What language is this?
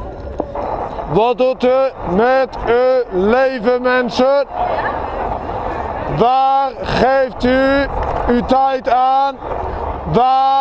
Dutch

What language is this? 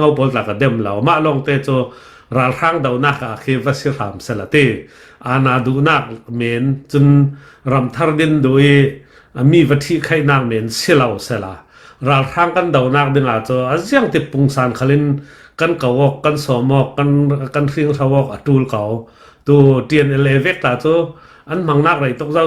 Falam Chin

